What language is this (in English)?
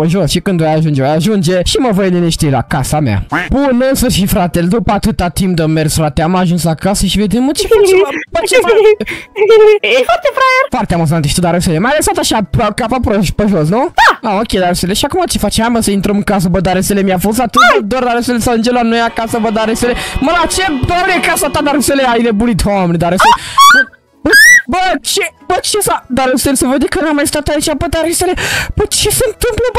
Romanian